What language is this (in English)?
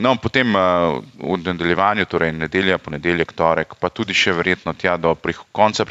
Slovenian